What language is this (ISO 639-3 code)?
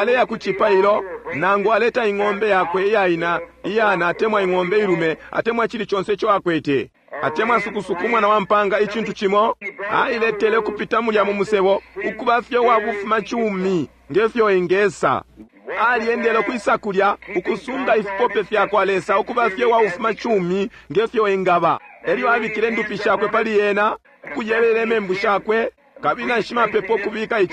bem